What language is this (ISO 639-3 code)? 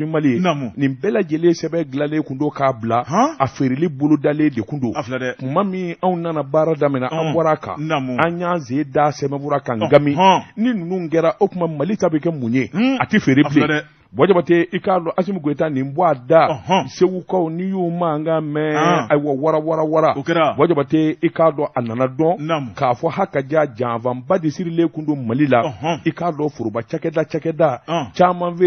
bam